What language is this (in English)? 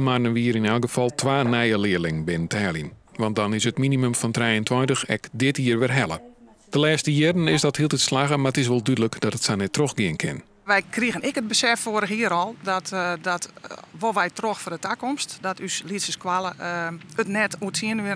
Western Frisian